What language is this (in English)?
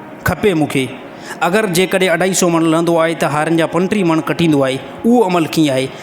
Sindhi